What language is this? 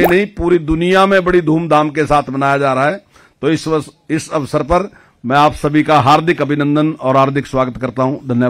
Hindi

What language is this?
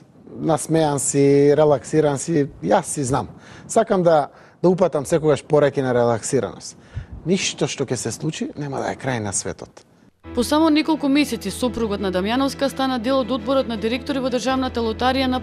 Macedonian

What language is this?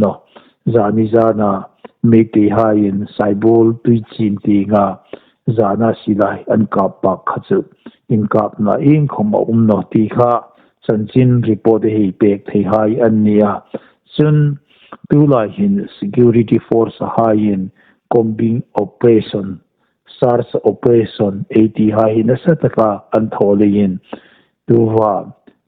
Hmar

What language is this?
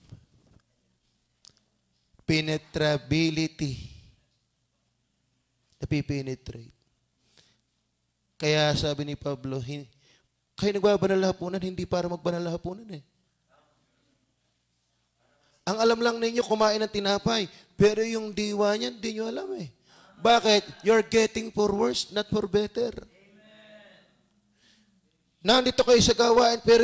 Filipino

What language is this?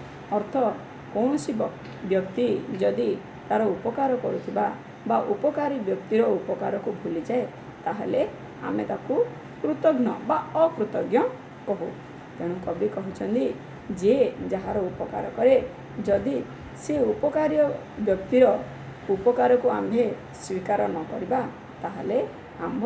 Odia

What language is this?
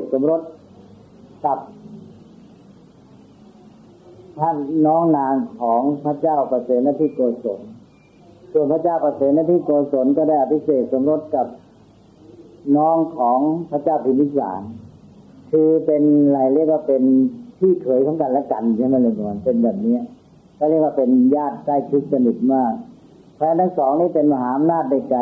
Thai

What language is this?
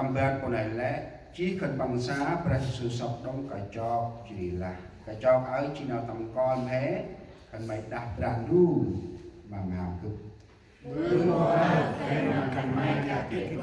Central Mnong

